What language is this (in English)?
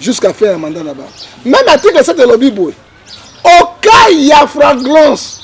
Lingala